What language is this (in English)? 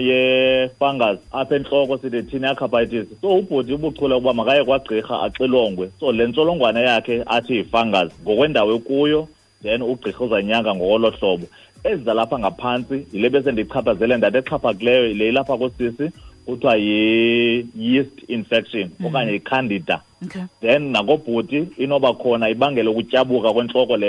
Xhosa